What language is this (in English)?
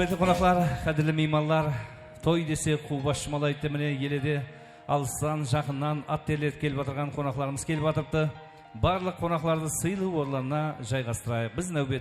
Kara-Kalpak